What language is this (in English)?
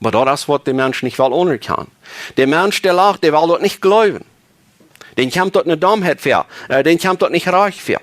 Plautdietsch